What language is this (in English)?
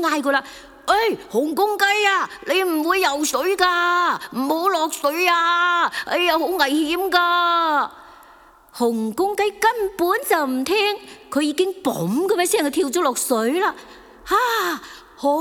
Cantonese